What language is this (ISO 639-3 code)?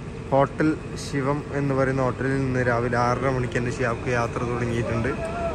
mal